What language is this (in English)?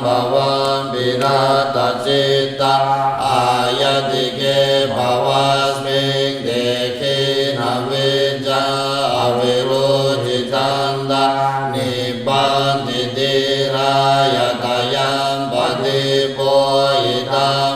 Pali